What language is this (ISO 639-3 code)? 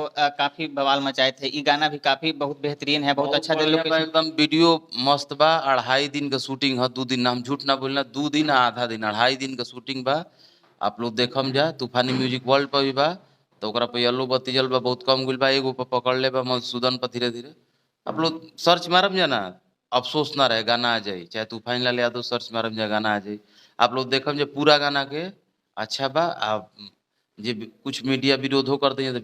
bho